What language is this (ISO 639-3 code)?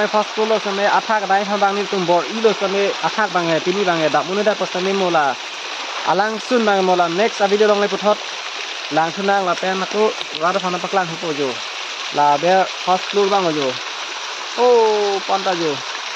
mjw